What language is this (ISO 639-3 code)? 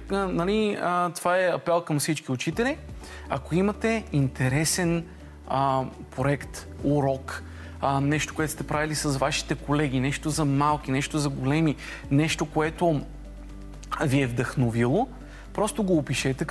bul